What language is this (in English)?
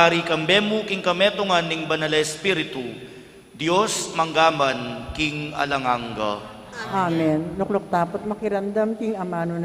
Pampanga